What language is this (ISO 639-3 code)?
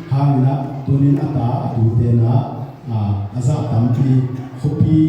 ctd